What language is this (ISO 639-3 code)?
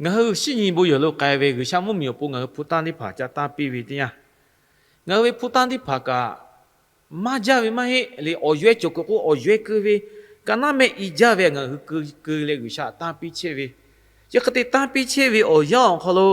lhu